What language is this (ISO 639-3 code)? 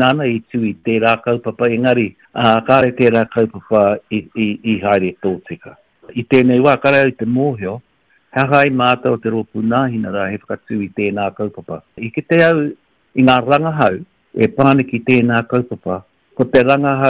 mri